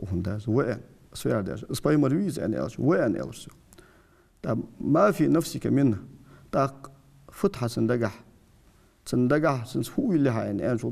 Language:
Ingush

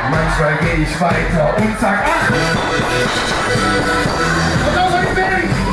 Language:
German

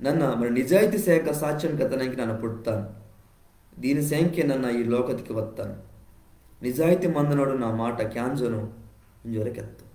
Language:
Koya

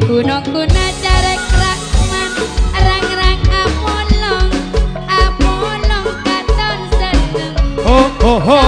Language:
Madurese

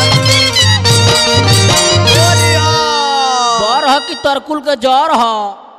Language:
Bhojpuri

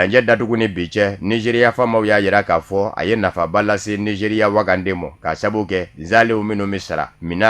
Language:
Bambara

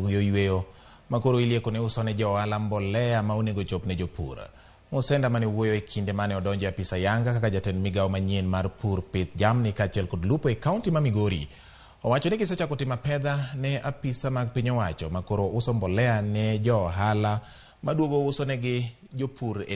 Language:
Luo (Kenya and Tanzania)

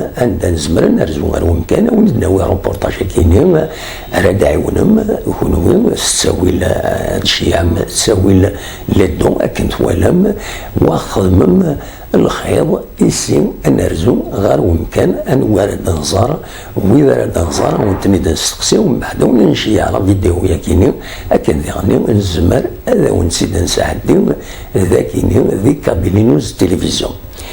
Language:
Kabyle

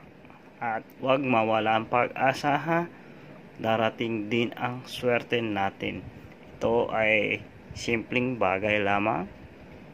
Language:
Filipino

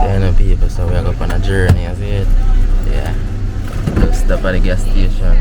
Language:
Jamaican Creole English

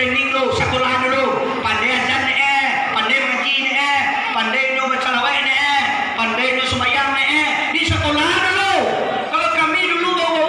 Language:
Minangkabau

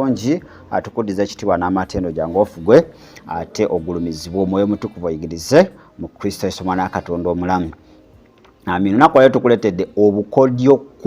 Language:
Ganda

